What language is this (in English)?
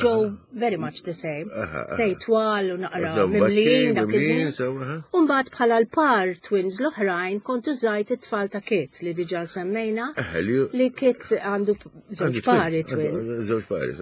Maltese